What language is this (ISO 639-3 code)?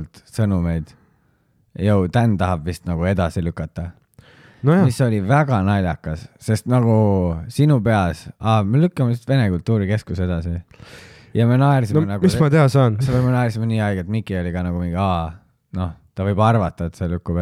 est